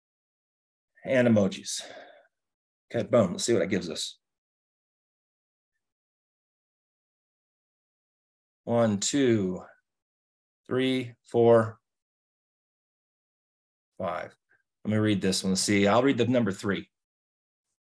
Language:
English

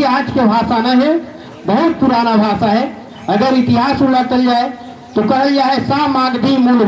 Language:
Magahi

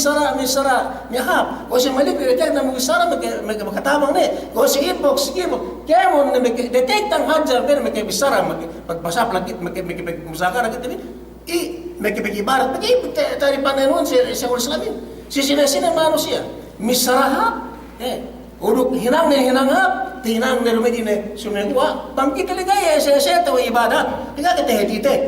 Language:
Yakan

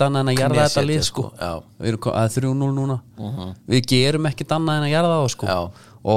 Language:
Icelandic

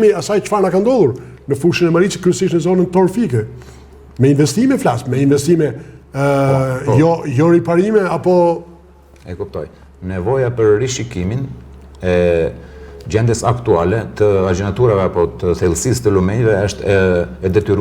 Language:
Albanian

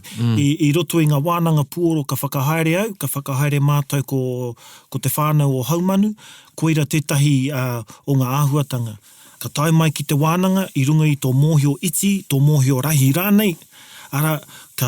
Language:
Māori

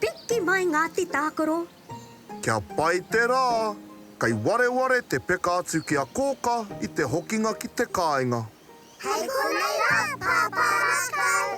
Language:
Māori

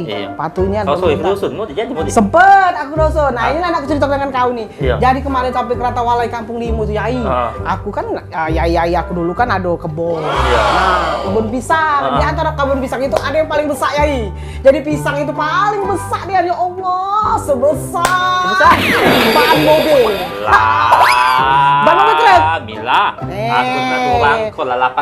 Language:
Musi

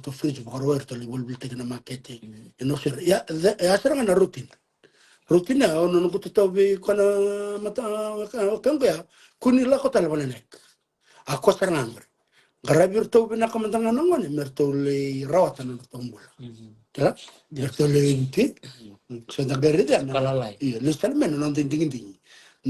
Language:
Fijian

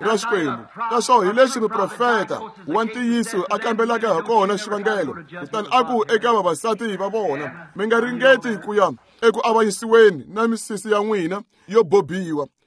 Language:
Tsonga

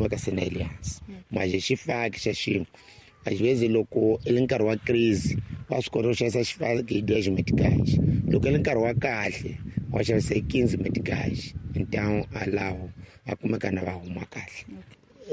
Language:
Tsonga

